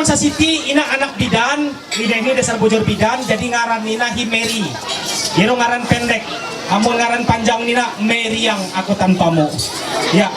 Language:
Ma'anyan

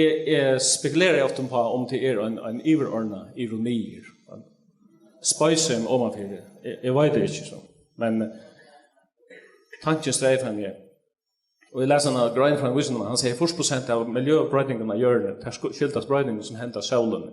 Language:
Faroese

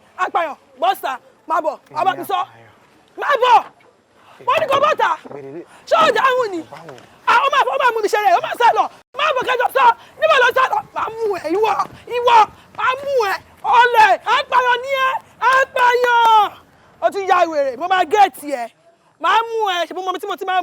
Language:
Yoruba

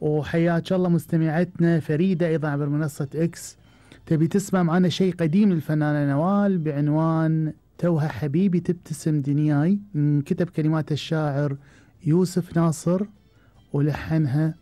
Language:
Gulf Arabic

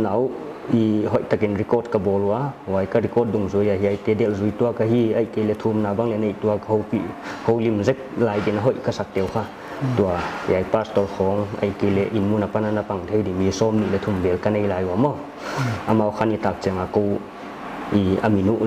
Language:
Paite Chin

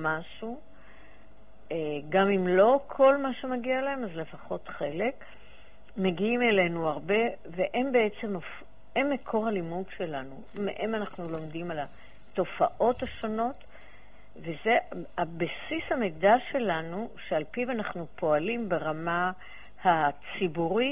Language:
Hebrew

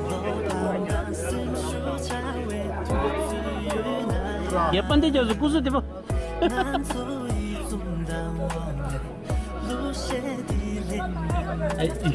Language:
Tibetan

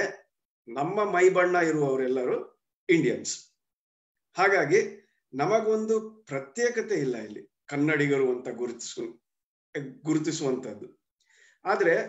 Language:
Kannada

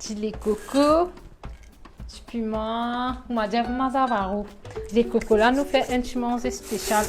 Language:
Morisyen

